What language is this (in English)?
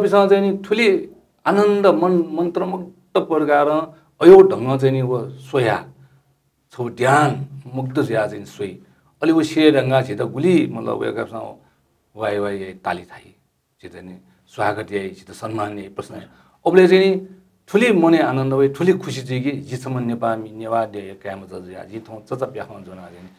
Newari